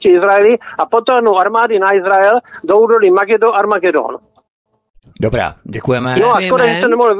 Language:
Czech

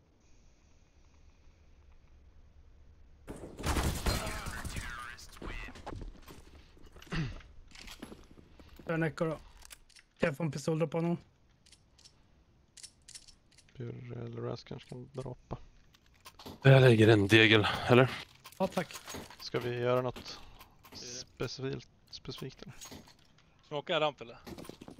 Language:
Swedish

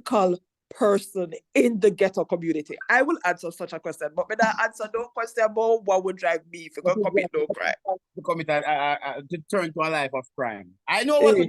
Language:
Jamaican Creole English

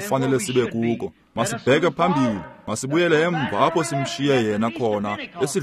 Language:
Xhosa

